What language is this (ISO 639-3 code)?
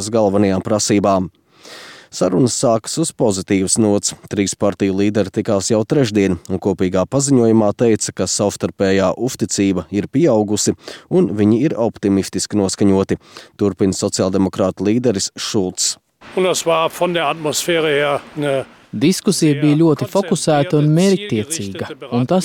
lav